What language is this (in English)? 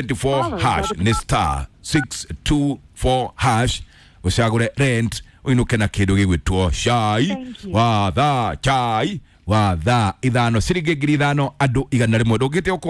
Kikuyu